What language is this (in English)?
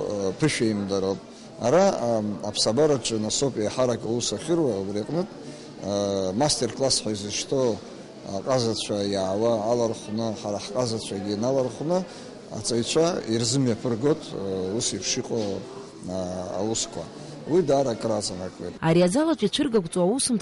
Abkhazian